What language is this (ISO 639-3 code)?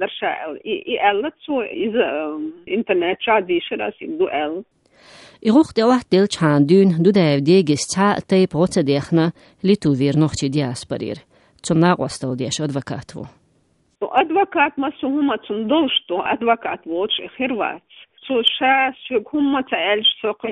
che